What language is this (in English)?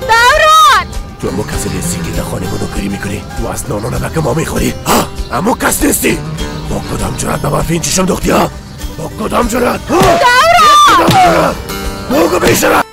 Persian